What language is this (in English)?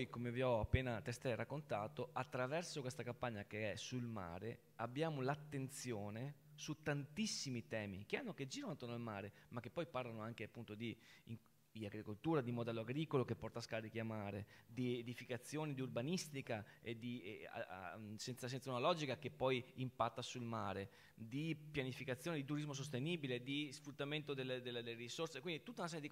Italian